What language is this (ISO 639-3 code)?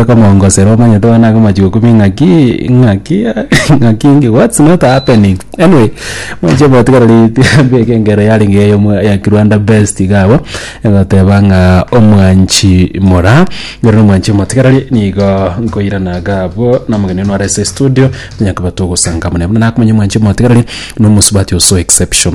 guz